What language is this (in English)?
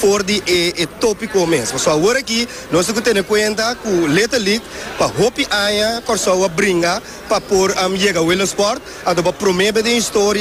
Papiamento